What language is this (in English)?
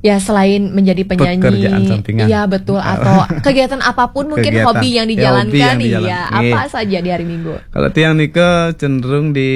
Balinese